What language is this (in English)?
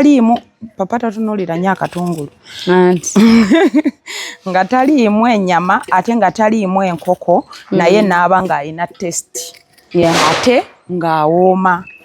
Ganda